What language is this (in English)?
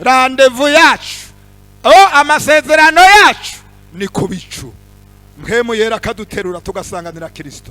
Rundi